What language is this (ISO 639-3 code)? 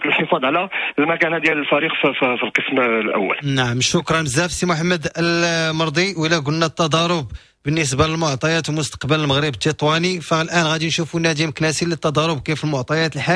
ary